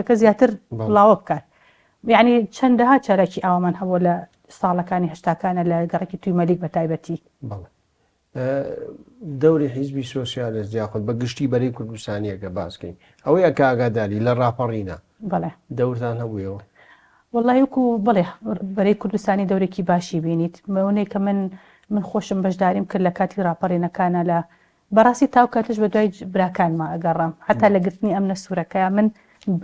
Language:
Central Kurdish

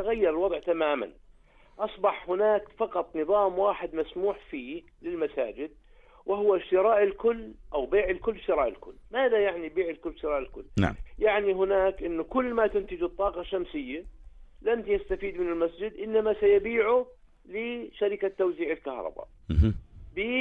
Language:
North Levantine Arabic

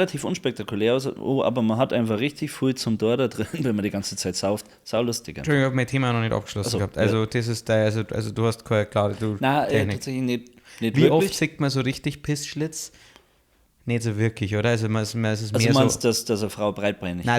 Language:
Bavarian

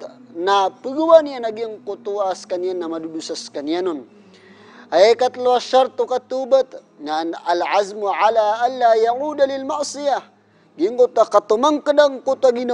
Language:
Maranao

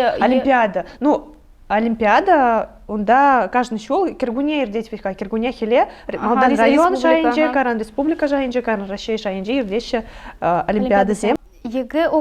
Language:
Chuvash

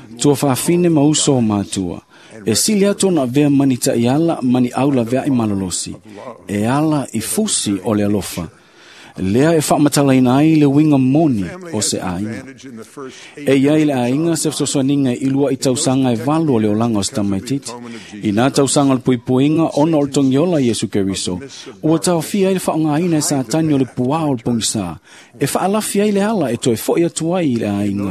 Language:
Samoan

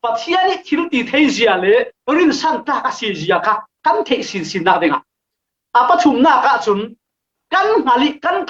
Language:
Falam Chin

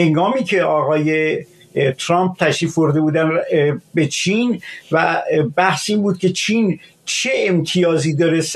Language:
Persian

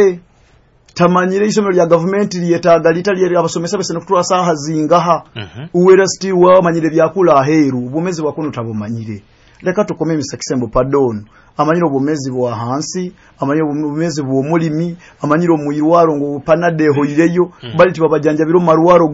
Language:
Nyoro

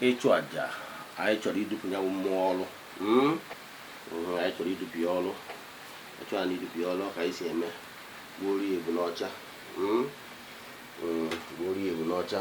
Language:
Igbo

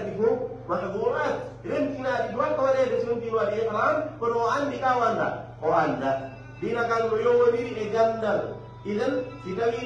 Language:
Fula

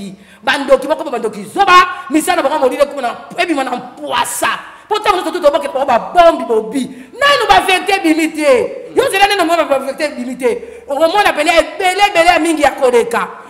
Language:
Lingala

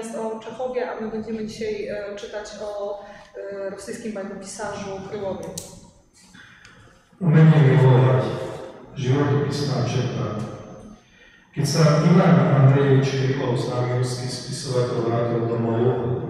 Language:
Slovak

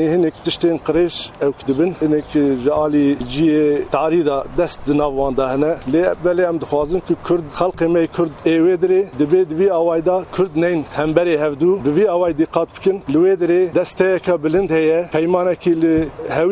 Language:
Kurdish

